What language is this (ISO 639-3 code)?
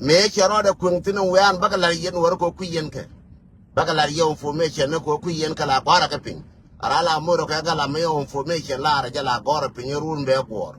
nus